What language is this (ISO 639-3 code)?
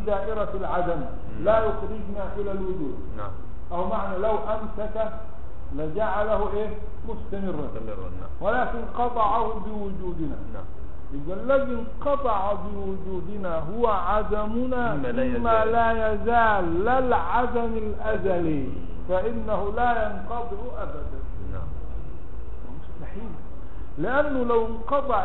ara